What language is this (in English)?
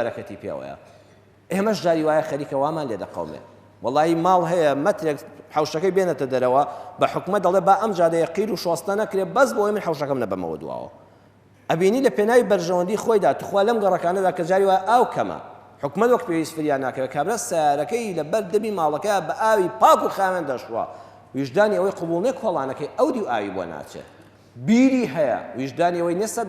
Central Kurdish